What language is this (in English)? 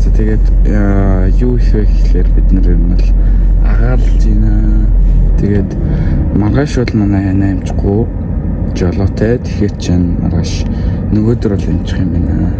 Mongolian